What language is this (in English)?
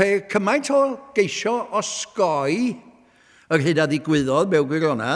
Welsh